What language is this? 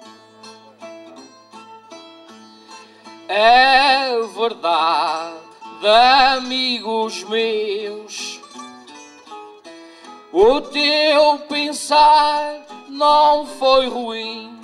Portuguese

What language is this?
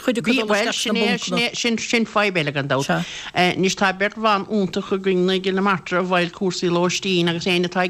Irish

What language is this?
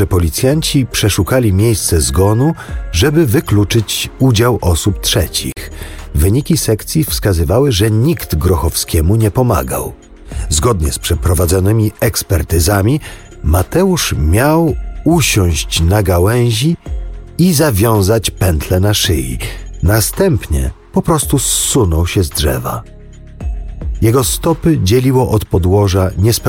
Polish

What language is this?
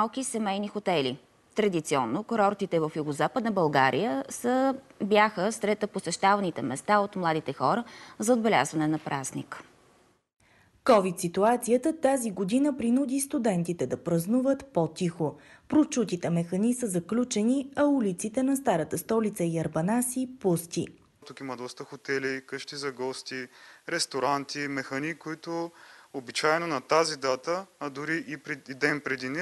Bulgarian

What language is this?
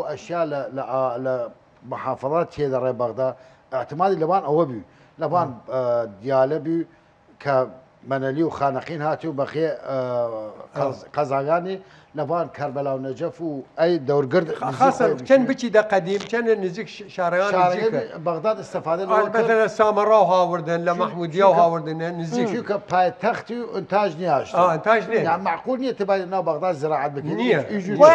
Southern Kurdish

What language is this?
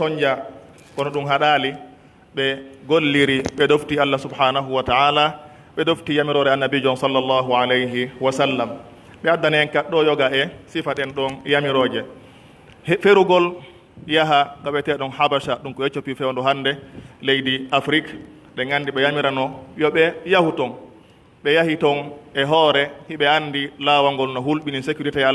Pular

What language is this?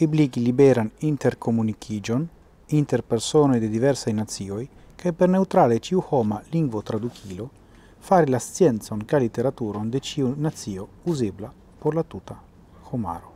Esperanto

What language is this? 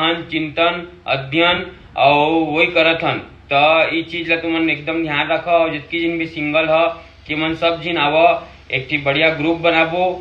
Chhattisgarhi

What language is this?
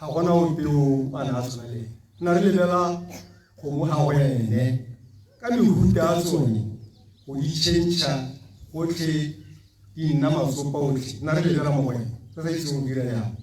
Tswana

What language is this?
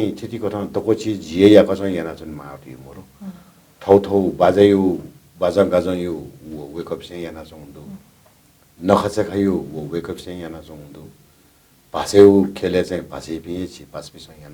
Newari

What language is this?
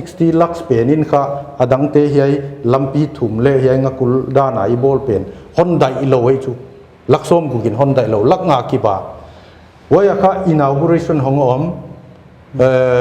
Paite Chin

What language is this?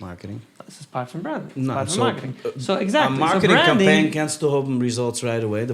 Yiddish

